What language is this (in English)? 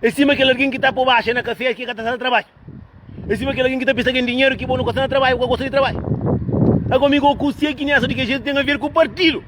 Kabuverdianu